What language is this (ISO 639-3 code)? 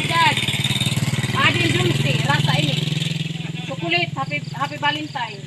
war